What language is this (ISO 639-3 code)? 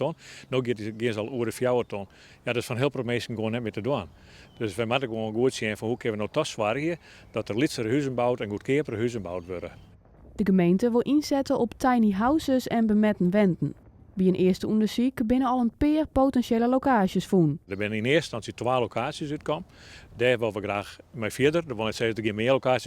fry